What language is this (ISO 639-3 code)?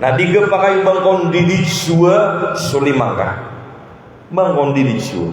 mrw